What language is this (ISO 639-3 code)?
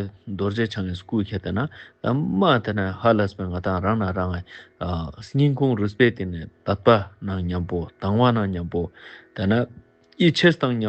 lbj